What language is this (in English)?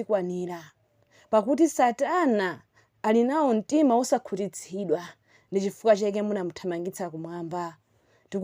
Nyanja